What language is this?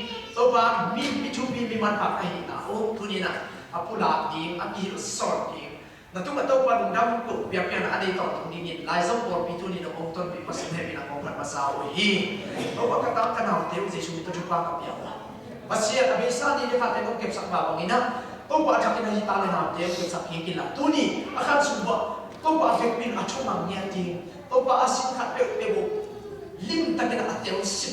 Tedim Chin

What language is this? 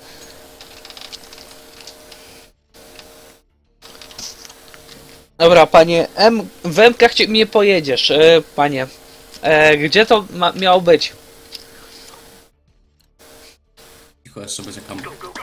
Polish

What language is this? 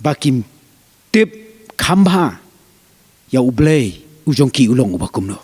Khasi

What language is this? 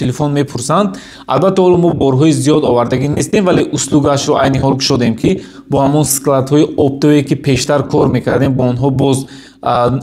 Tajik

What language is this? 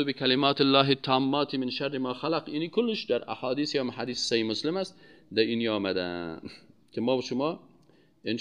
Persian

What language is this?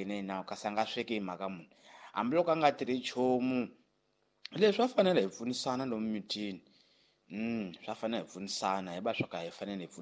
Tsonga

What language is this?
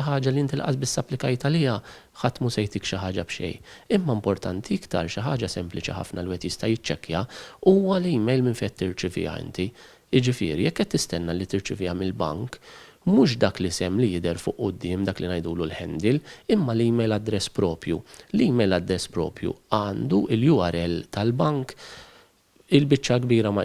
Maltese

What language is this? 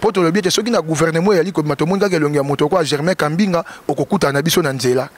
Lingala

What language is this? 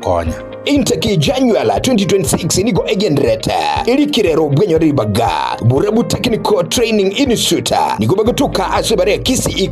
Gusii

